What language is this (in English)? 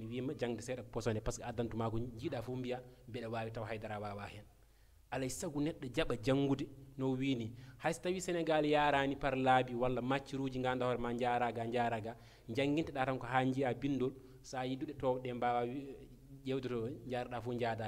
Fula